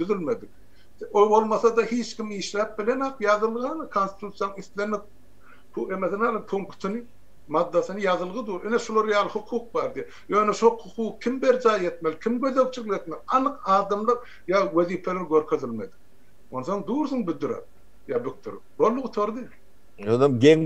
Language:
Turkmen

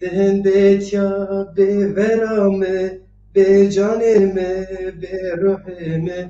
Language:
Zaza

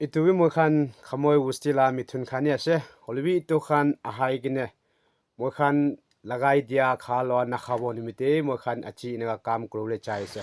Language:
Naga Pidgin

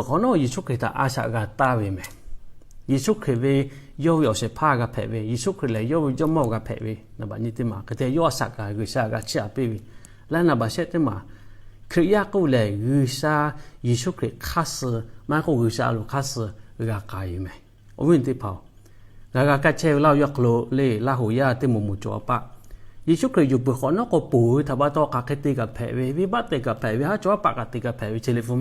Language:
Lahu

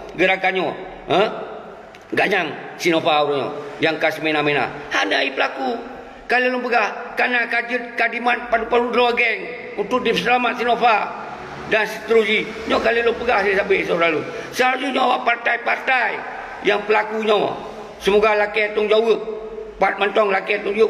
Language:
Achinese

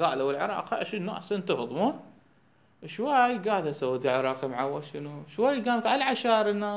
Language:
Mesopotamian Arabic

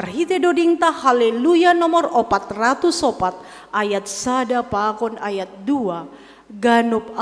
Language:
Batak Simalungun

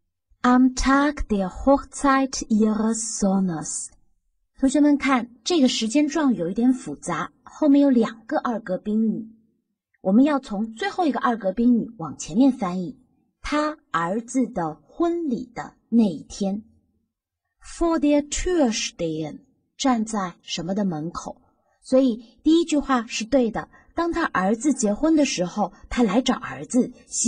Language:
Chinese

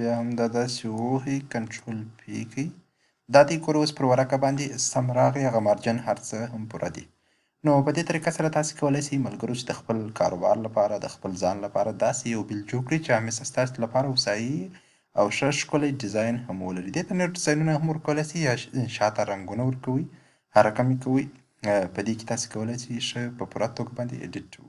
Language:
Pashto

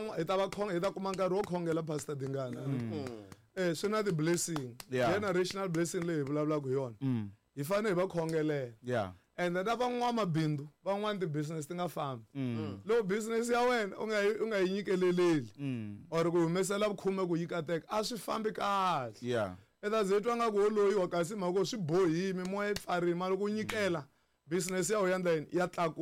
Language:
Tsonga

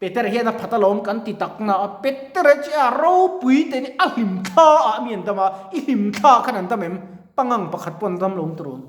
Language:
Mizo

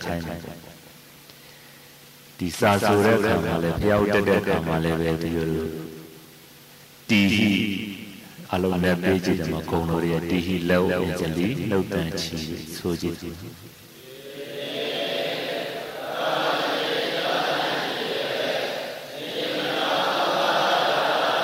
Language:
Burmese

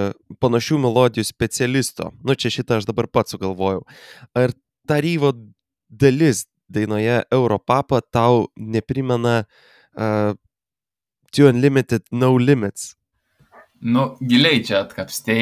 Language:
Lithuanian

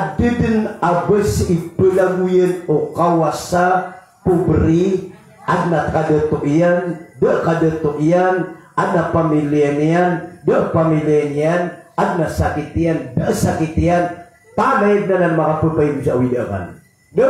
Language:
Maranao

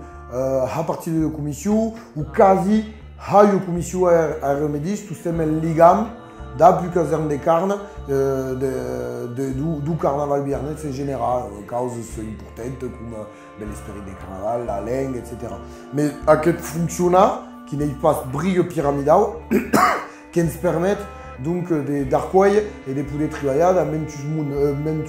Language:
Occitan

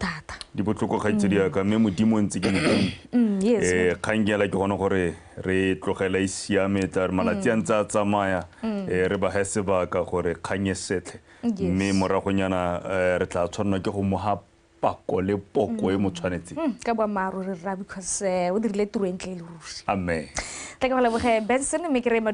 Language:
Tswana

